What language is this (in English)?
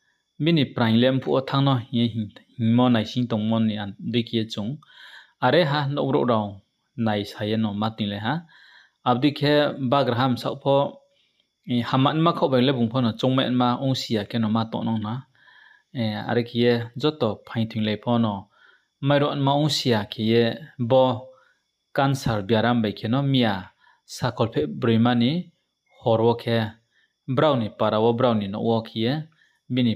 Riang (India)